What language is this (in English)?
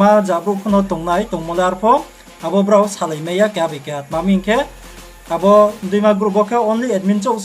Riang (India)